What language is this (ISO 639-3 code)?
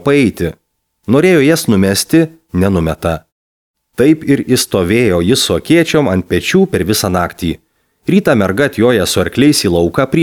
lit